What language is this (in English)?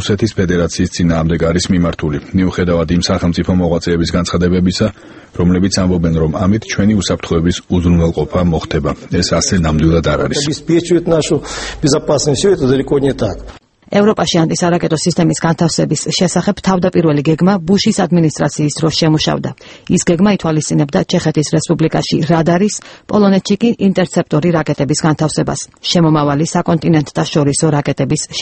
Georgian